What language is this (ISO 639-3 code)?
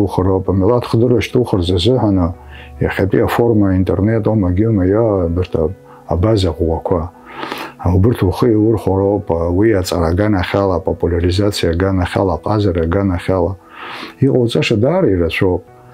abk